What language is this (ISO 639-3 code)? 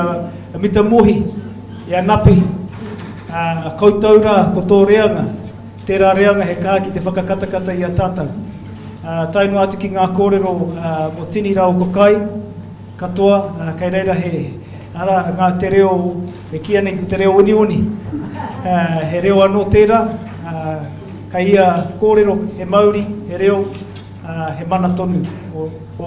mri